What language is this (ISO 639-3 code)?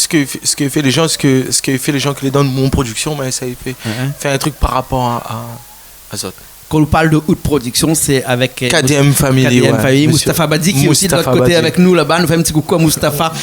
rcf